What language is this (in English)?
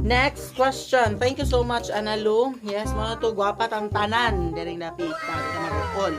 Cebuano